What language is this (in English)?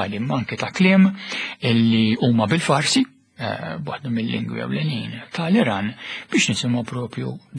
Maltese